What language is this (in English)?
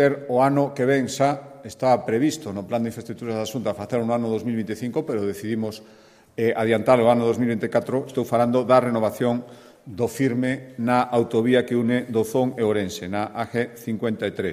Galician